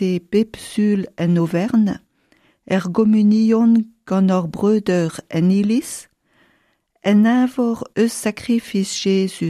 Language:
Breton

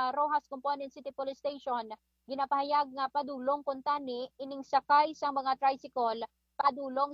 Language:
Hiligaynon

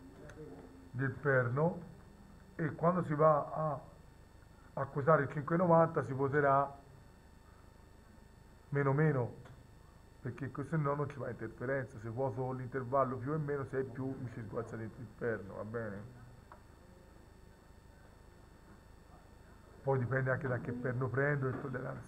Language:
Italian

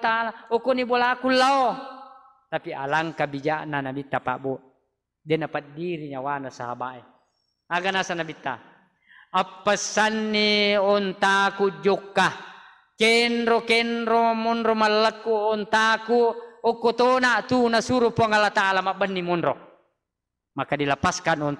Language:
Buginese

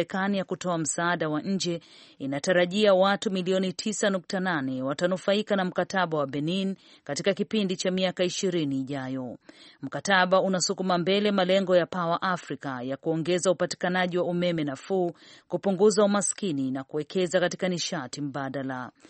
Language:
Swahili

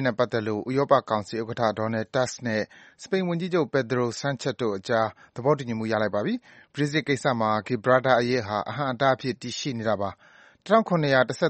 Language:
Burmese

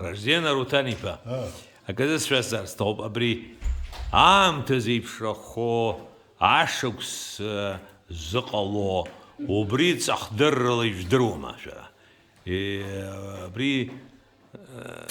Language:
Abkhazian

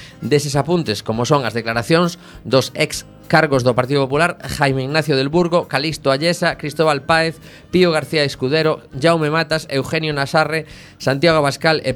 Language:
Galician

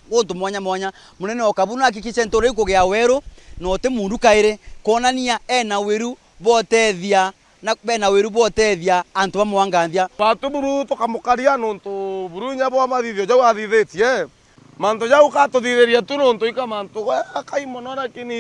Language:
Meru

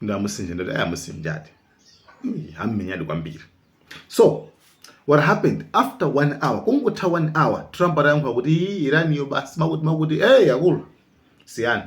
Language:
Nyanja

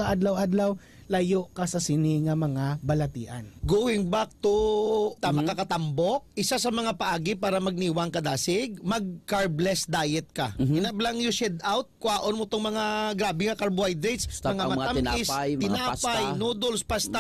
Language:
Hiligaynon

